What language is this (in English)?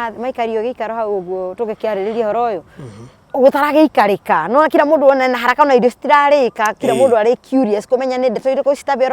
Kikuyu